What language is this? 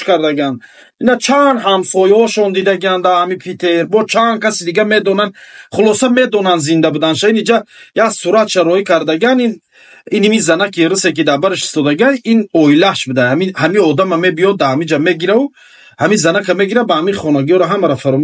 Tajik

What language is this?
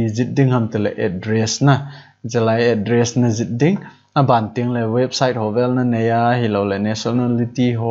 Thado Chin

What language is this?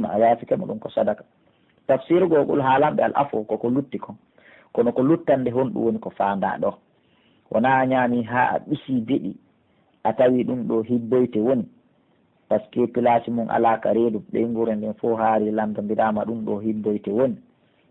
Pular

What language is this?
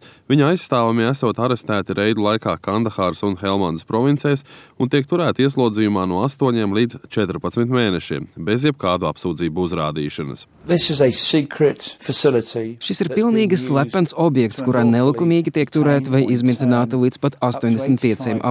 Latvian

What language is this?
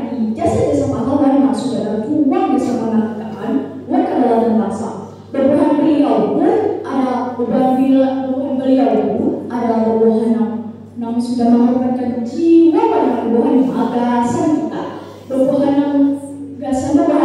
Banjar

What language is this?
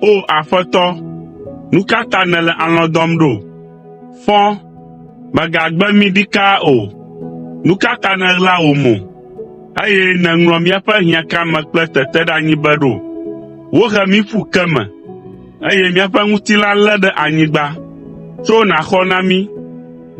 Ewe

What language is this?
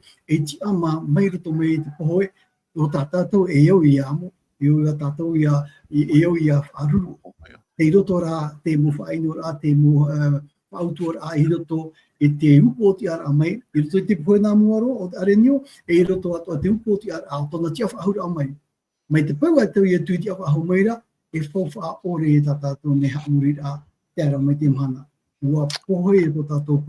Tahitian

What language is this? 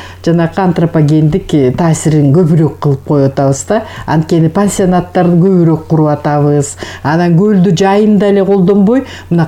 Kyrgyz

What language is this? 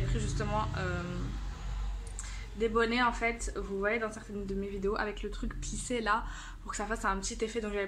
French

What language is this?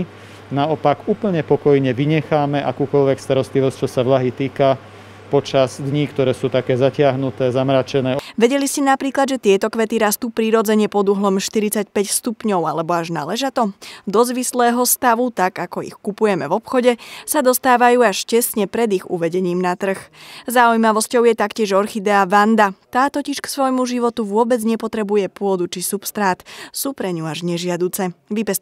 Slovak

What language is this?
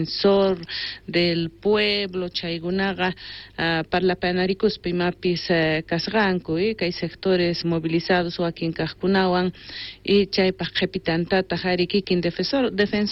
South Bolivian Quechua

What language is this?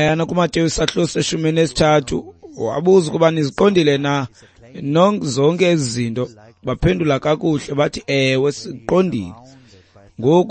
Xhosa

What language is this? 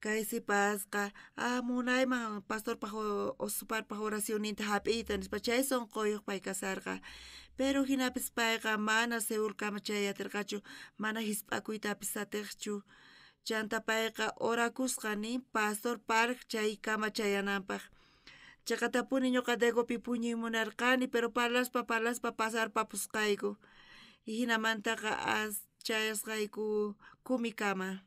South Bolivian Quechua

